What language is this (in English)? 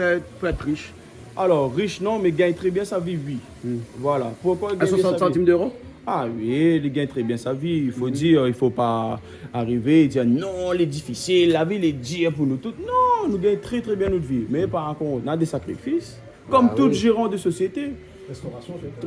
Réunion Creole French